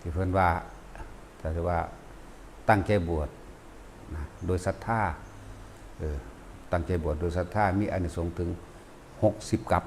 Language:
Northeastern Thai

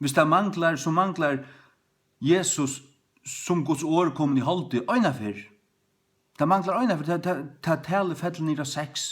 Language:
Faroese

